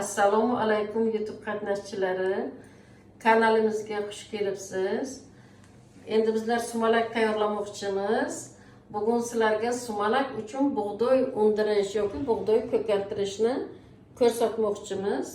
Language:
Uzbek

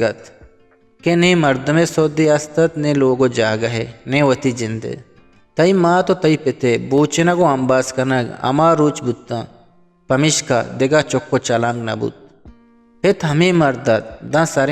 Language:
Eastern Balochi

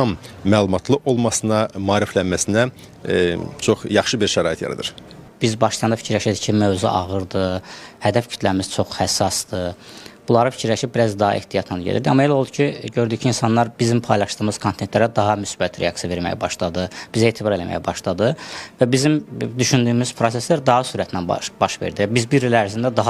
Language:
Azerbaijani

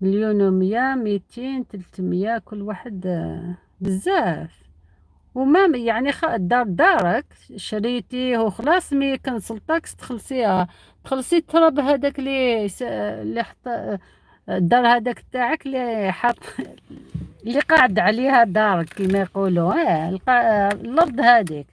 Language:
Algerian Arabic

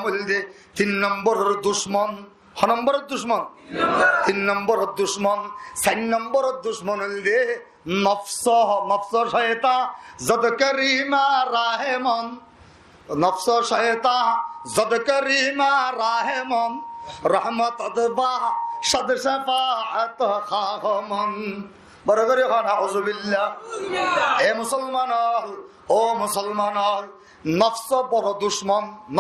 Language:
Rohingya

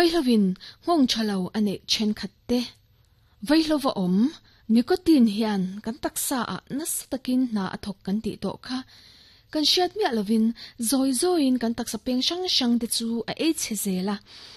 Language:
Mizo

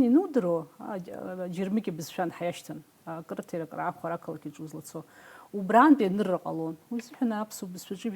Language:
Abkhazian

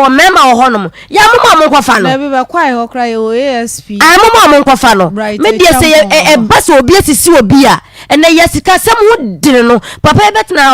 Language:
Akan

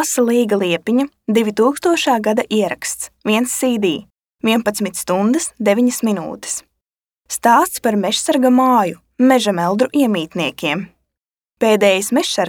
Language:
Latvian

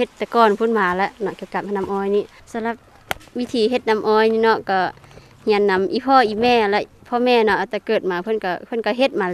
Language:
Lao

